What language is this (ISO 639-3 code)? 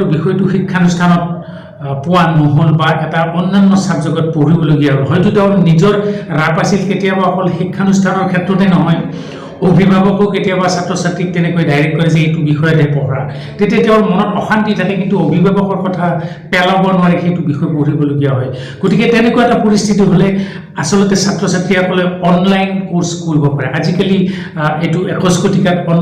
asm